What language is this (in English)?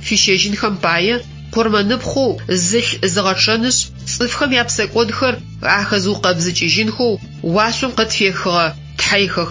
Adyghe